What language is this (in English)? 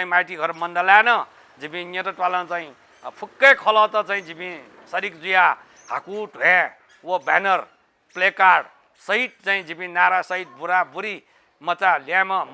Newari